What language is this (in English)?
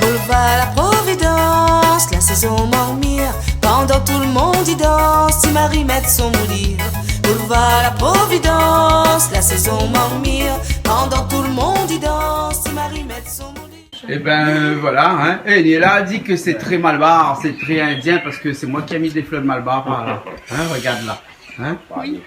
Réunion Creole French